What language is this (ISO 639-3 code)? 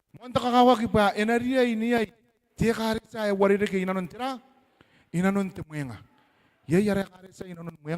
gil